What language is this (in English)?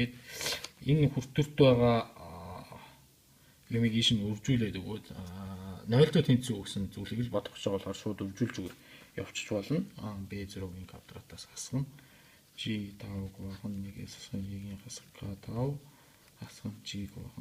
Mongolian